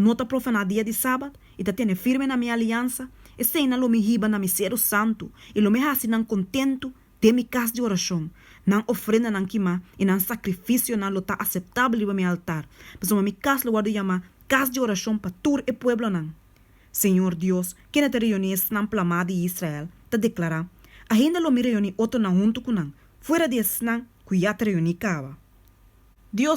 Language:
Papiamento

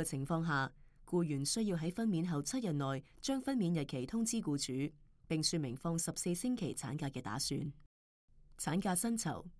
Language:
Cantonese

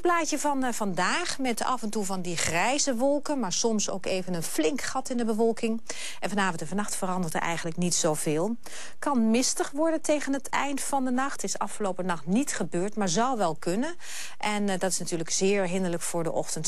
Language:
Dutch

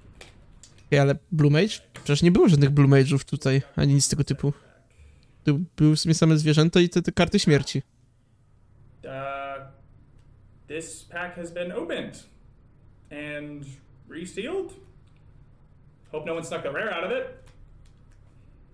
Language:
Polish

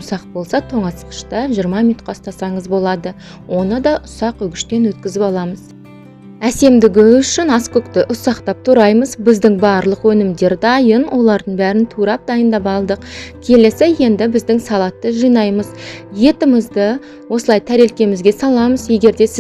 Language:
Kazakh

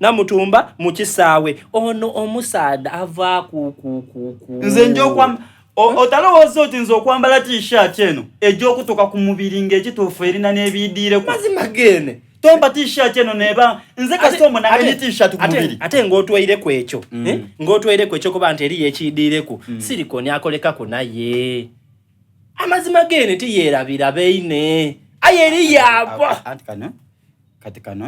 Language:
Soga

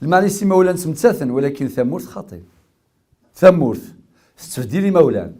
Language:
Kabyle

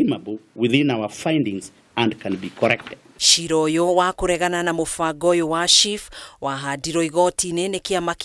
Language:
Kikuyu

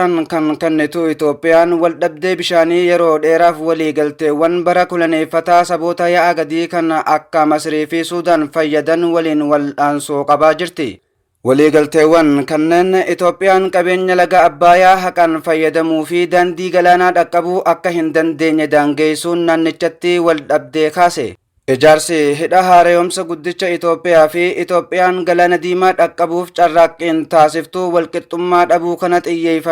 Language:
Oromo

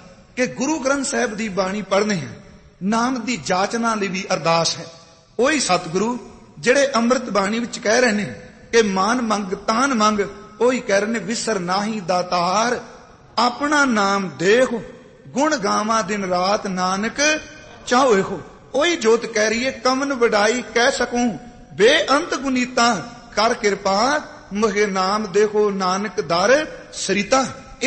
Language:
Punjabi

